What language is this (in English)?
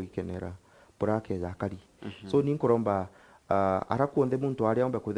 Meru